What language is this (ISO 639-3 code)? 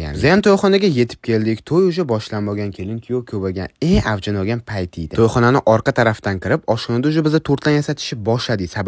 uzb